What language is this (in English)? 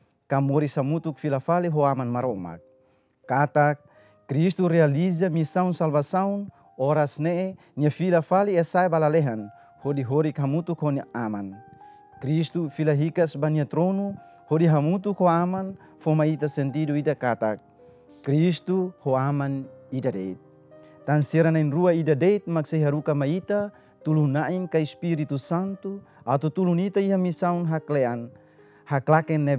Tetum